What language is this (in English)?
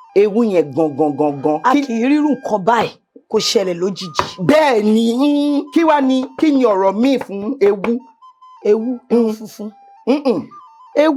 Yoruba